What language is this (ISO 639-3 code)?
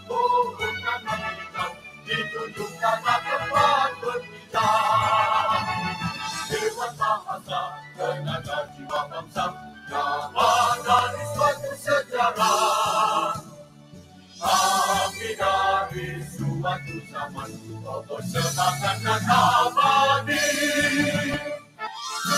msa